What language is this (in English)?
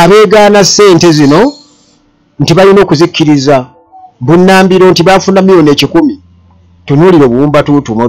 Ganda